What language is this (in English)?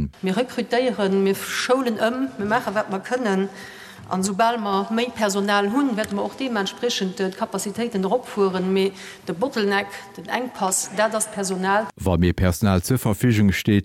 Luxembourgish